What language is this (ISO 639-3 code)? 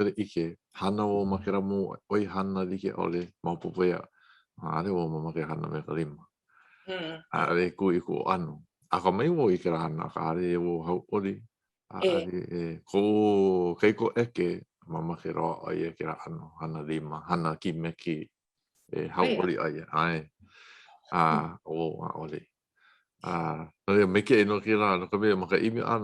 haw